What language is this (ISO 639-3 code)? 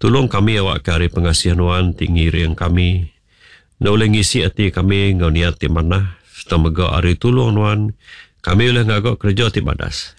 iba